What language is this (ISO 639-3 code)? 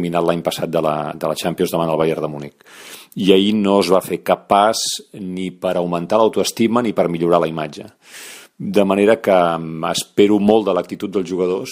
cat